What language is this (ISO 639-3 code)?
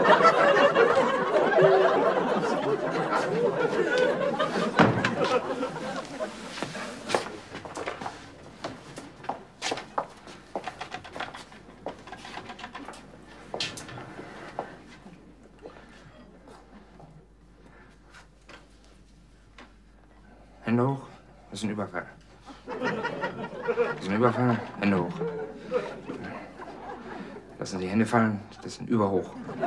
deu